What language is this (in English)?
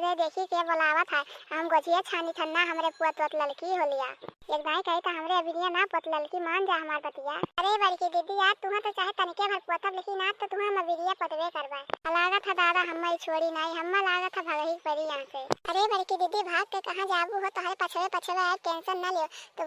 Awadhi